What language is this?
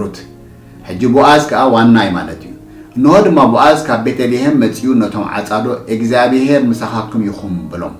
Tigrinya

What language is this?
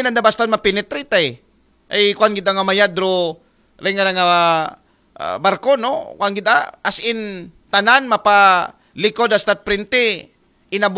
Aklanon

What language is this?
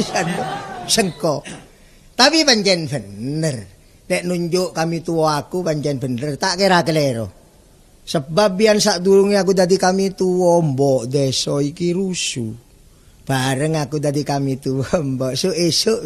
Javanese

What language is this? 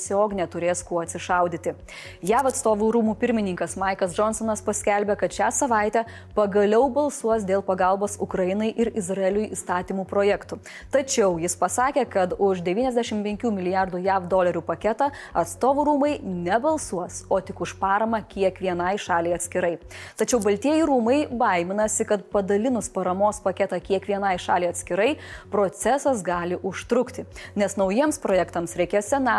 Lithuanian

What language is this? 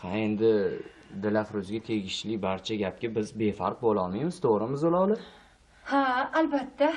Uzbek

